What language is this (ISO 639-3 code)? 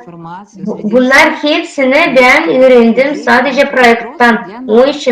gag